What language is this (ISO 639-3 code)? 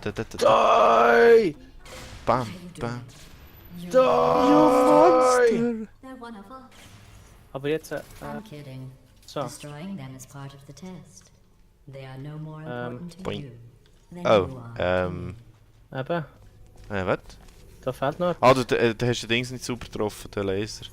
gsw